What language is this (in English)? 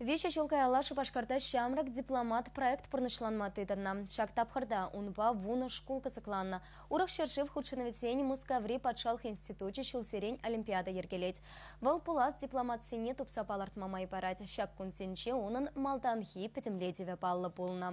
Chuvash